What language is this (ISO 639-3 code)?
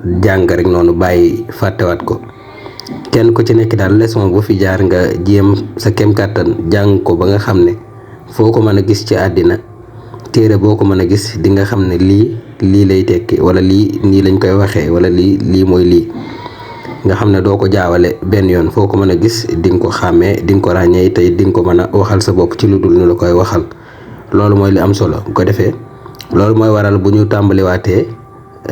wol